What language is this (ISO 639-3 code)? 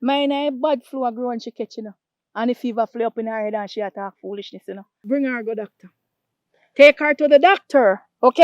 jam